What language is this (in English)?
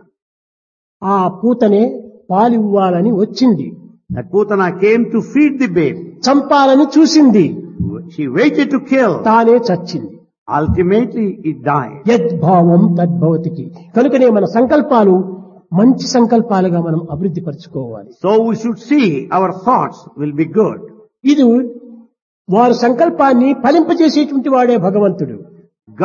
Telugu